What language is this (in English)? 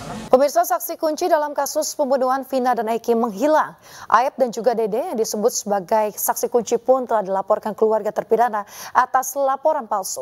Indonesian